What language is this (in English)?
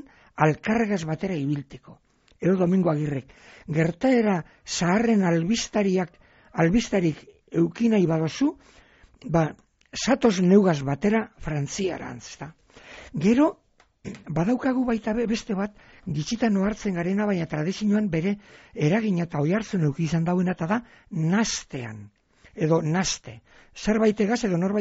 Basque